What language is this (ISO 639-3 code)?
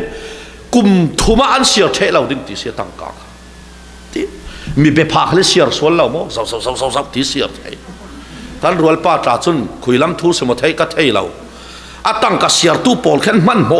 cfm